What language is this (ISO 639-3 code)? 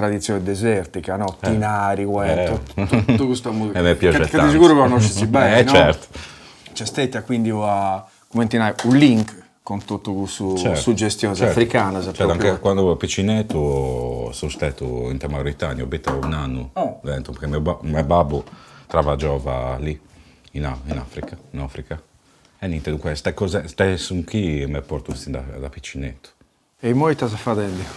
srd